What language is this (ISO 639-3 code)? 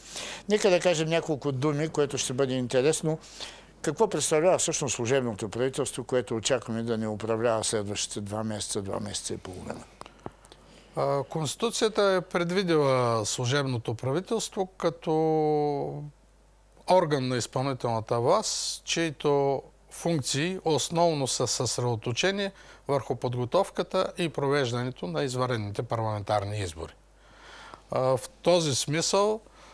bul